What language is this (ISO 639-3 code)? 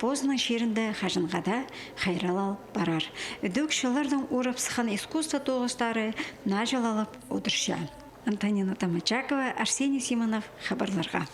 kjh